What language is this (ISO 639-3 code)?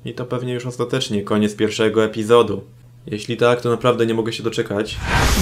pol